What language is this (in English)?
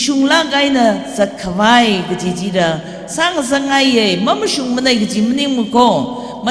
Tangkhul Naga (India)